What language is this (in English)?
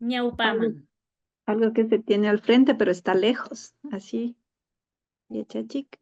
Imbabura Highland Quichua